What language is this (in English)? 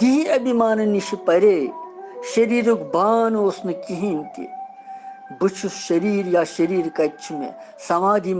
Kashmiri